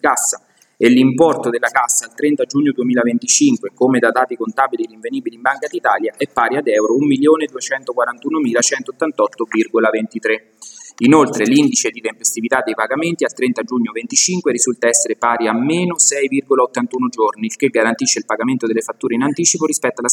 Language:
Italian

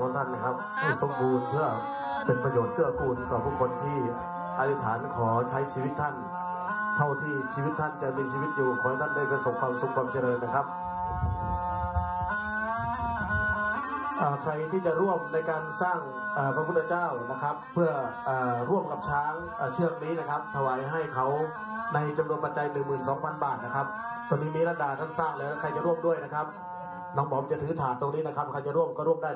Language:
Thai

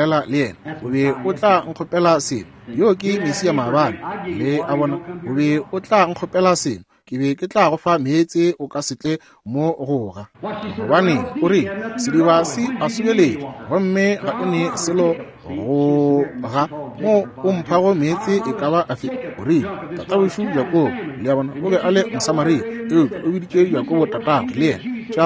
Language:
Northern Sotho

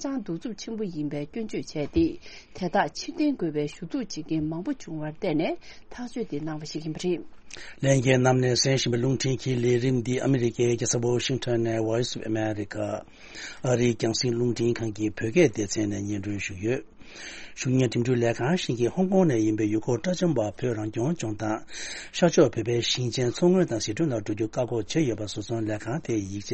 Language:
Tibetan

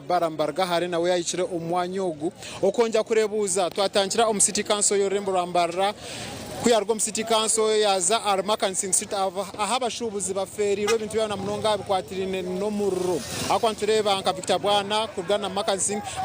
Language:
Nyankole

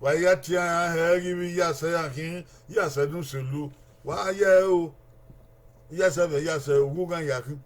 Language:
Bini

